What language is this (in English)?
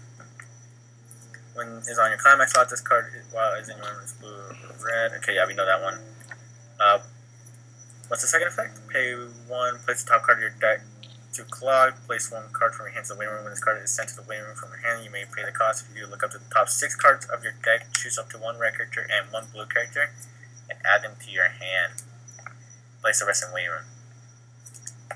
English